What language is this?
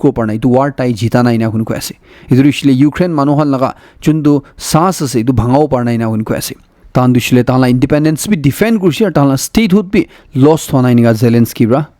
Naga Pidgin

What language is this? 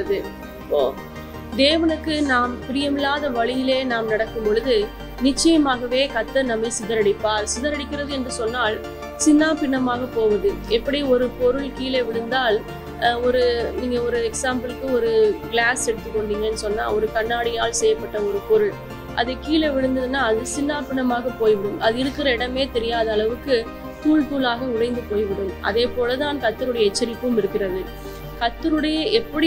Tamil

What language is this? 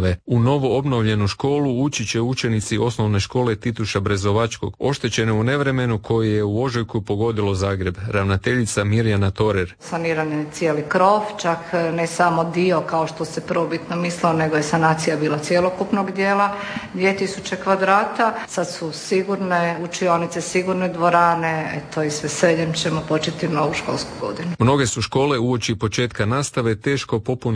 Croatian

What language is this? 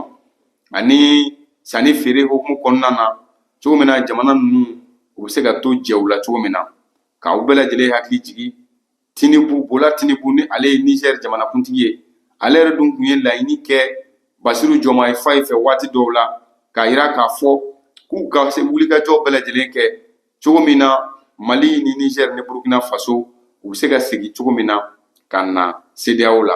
Bambara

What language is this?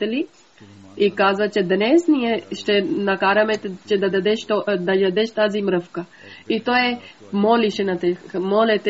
Bulgarian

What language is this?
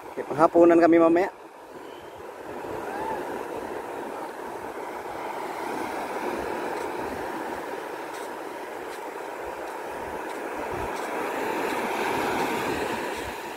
Filipino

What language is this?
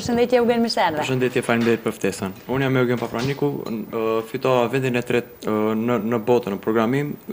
Albanian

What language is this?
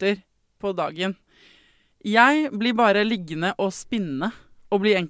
Norwegian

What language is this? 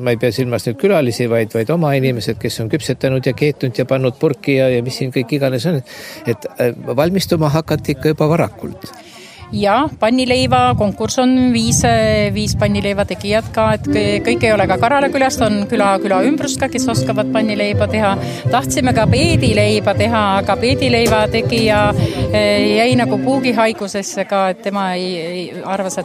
Estonian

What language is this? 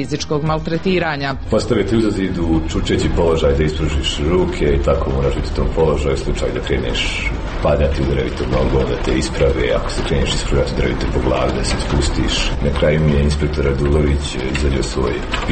Serbian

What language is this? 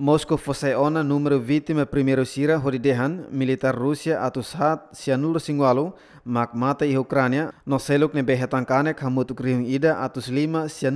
Tetum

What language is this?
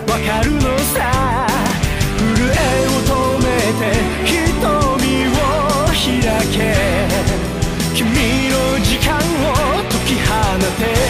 Japanese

